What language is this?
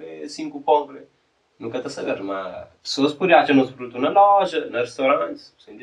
Kabuverdianu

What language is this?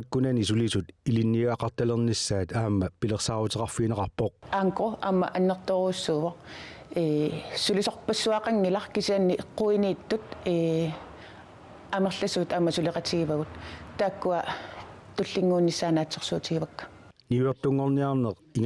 Kalaallisut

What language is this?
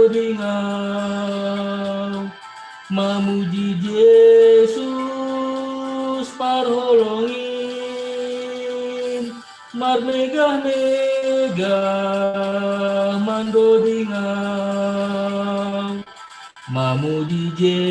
Batak Simalungun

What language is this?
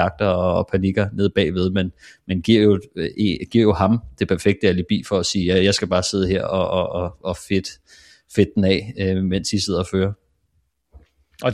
Danish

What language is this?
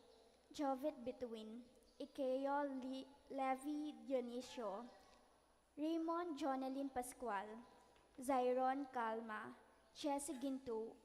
Pampanga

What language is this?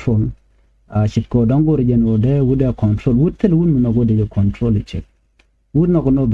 Nuer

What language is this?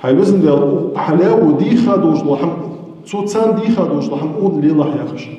Ingush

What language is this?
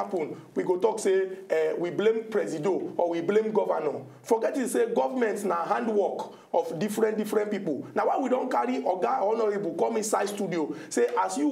Nigerian Pidgin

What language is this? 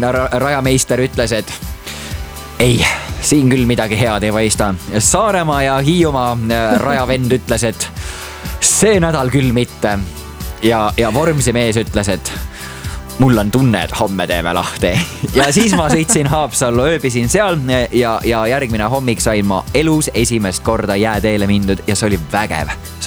Estonian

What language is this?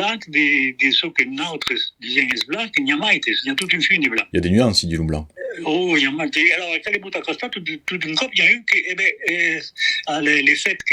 Occitan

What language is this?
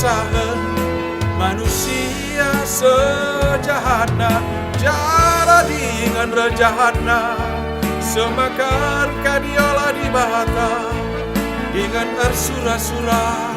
Batak Karo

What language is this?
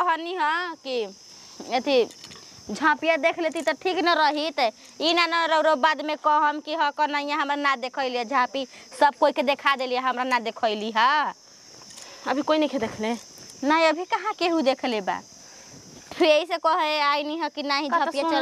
Bhojpuri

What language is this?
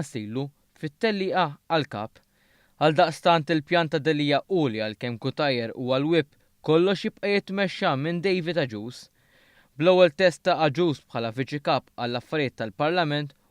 Maltese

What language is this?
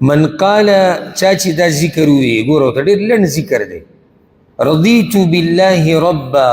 Pashto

